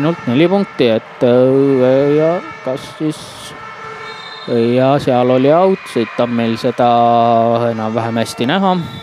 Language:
Estonian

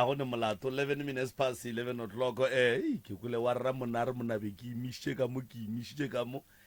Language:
Northern Sotho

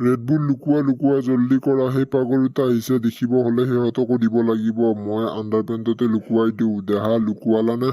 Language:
Assamese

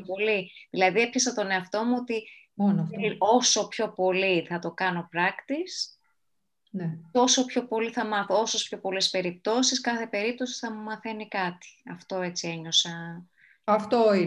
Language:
Greek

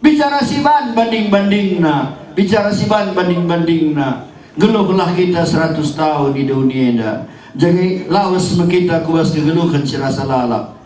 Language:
Batak Karo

